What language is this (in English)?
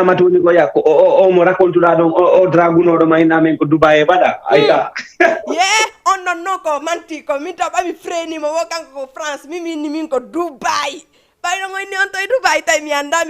Fula